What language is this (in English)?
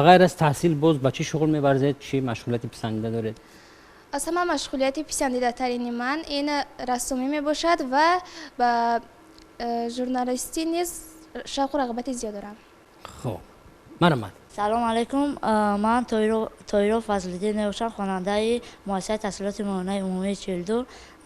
Tajik